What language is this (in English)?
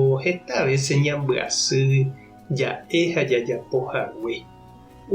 Guarani